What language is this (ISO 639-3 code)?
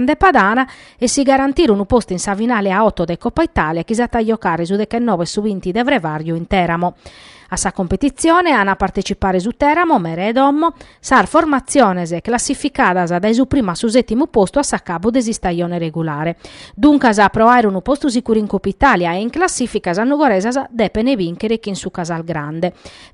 srd